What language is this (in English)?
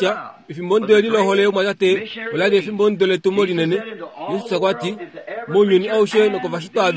Kuanyama